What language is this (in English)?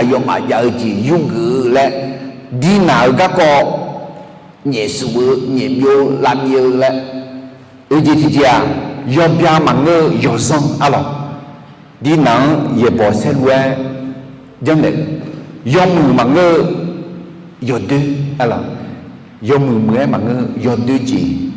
Akha